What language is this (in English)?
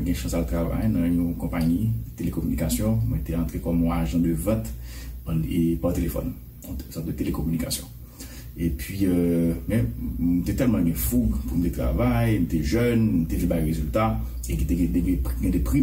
Haitian Creole